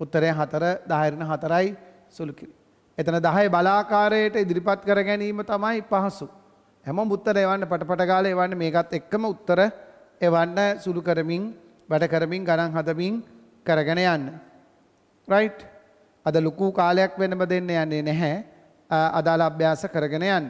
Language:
Sinhala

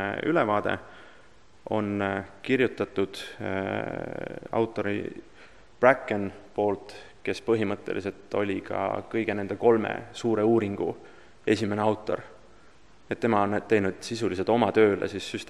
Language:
Estonian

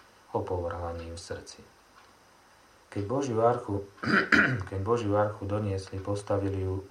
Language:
Slovak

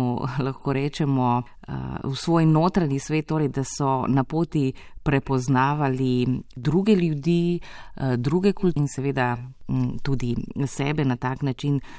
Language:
Slovenian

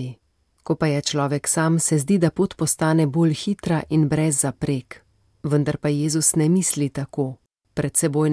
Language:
Slovenian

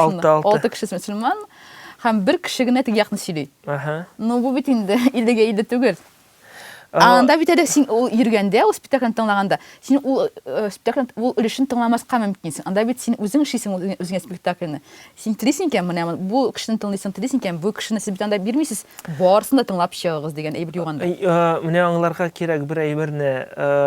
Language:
Tatar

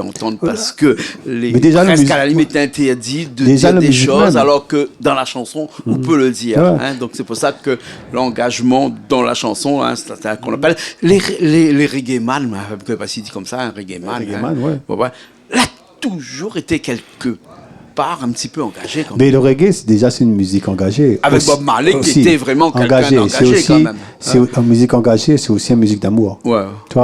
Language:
Réunion Creole French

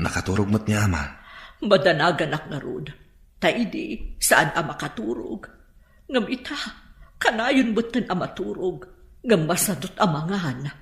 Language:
Iloko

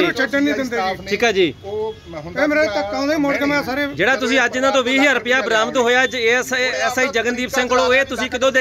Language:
Punjabi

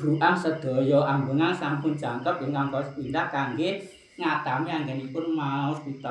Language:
Javanese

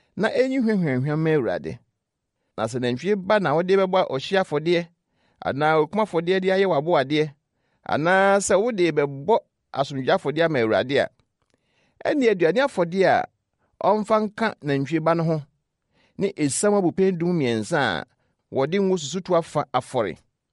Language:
Akan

